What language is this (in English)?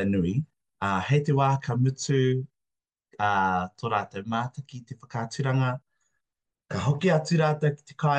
Māori